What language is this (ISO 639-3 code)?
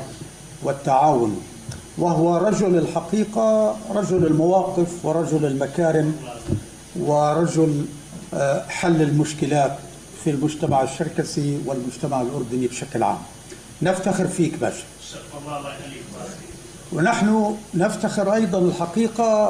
apc